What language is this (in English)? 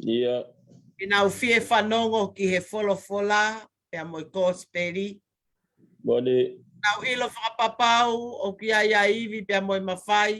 Tongan